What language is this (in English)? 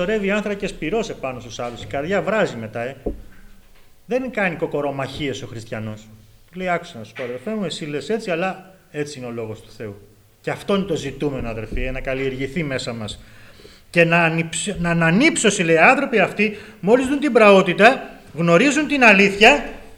Greek